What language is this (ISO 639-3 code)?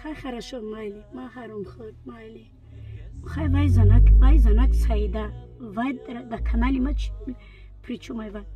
tgk